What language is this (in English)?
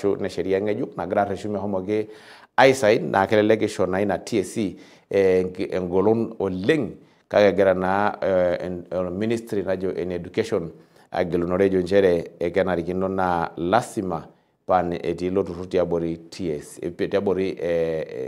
Masai